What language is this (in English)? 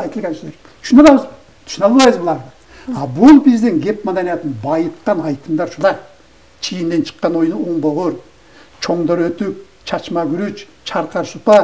Kyrgyz